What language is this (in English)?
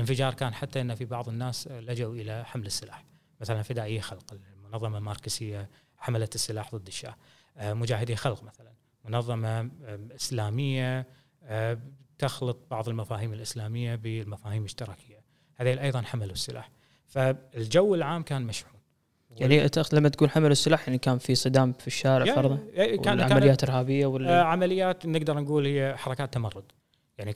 Gulf Arabic